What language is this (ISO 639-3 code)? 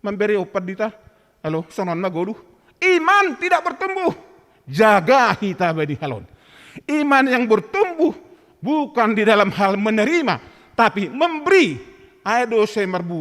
bts